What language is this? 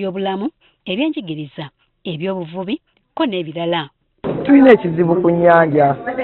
Ganda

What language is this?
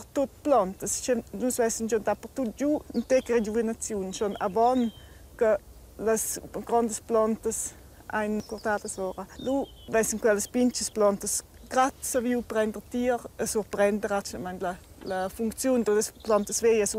Romansh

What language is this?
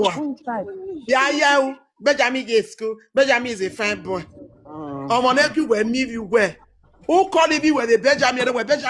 Nigerian Pidgin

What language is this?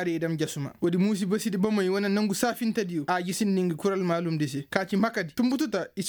Koyraboro Senni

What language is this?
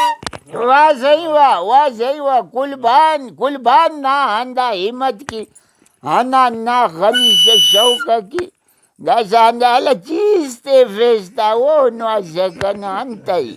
Brahui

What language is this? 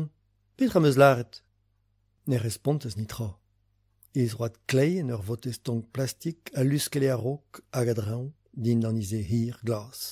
Breton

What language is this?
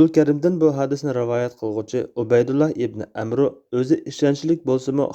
Uyghur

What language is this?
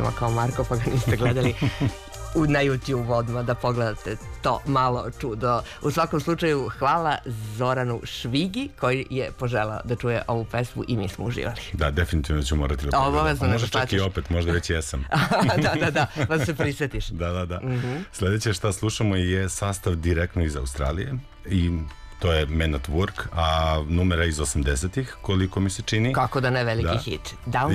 Serbian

